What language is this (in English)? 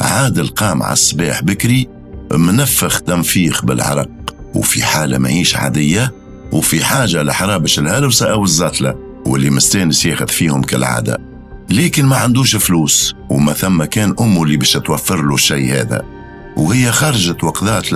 Tunisian Arabic